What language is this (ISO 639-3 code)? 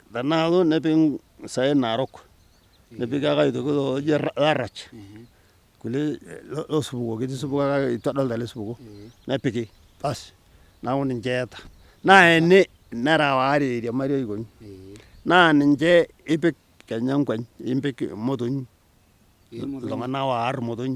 mas